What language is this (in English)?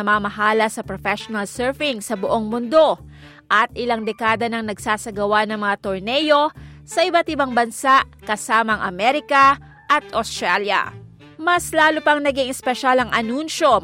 Filipino